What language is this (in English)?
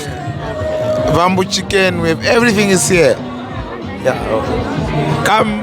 Herero